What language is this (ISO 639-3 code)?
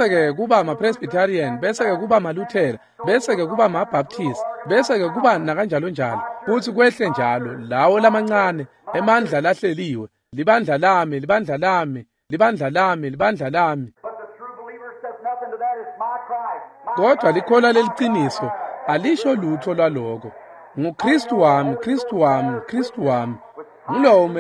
ssw